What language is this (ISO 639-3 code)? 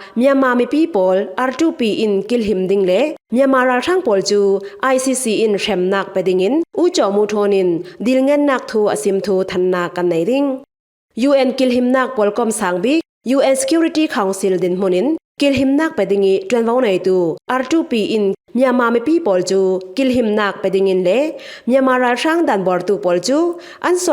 cfm